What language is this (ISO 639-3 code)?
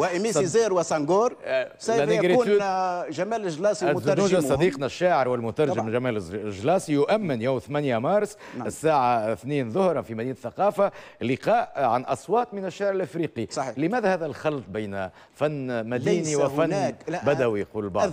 aeb